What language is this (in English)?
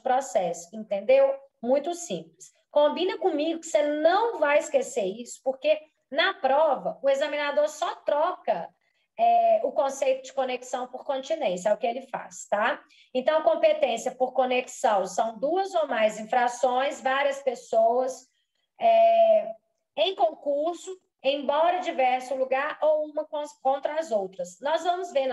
Portuguese